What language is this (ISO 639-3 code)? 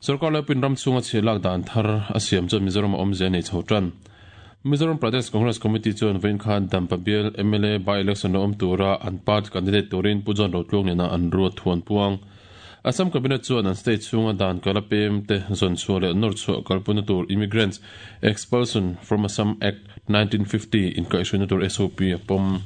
lus